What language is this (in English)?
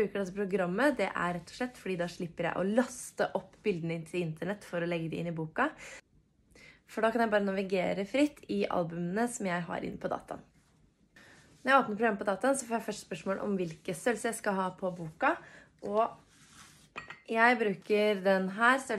Norwegian